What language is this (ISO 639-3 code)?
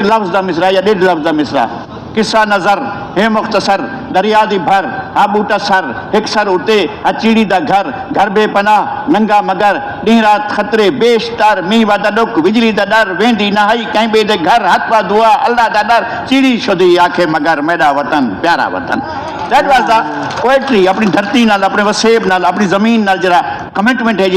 skr